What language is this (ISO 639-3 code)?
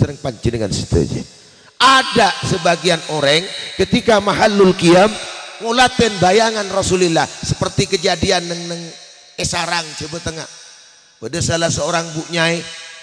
mad